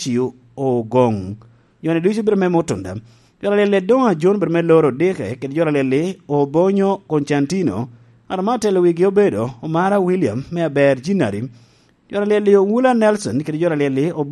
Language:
Lango (Uganda)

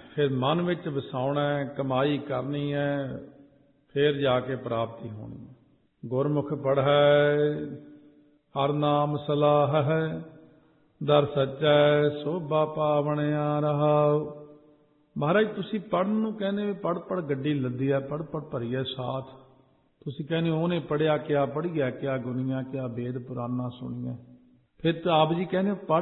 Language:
Punjabi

